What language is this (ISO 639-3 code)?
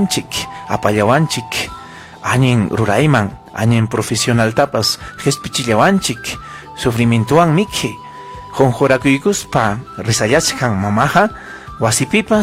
quy